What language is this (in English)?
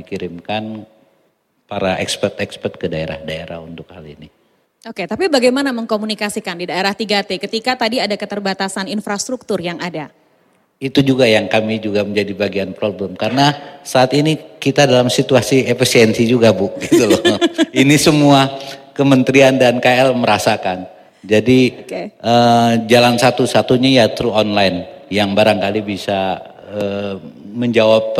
Indonesian